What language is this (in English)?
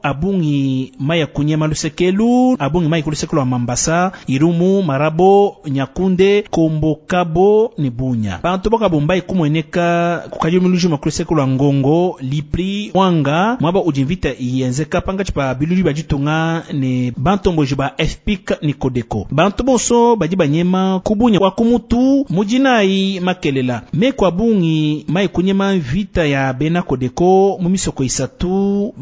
Luba-Lulua